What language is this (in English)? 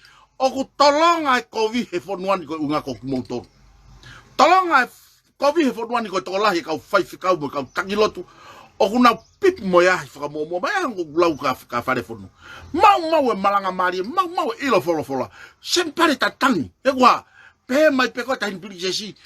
Tongan